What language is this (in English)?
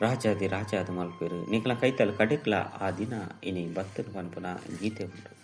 Tulu